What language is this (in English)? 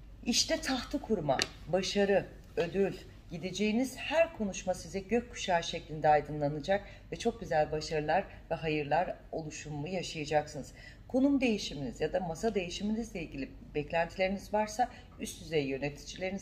Turkish